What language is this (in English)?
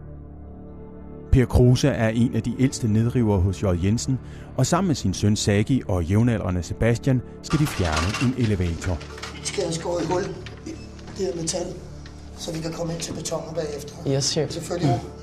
Danish